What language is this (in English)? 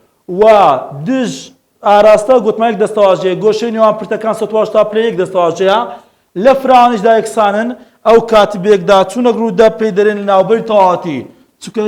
Central Kurdish